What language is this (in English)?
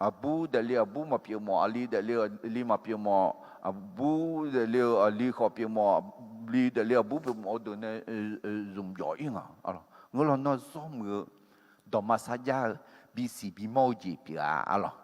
Akha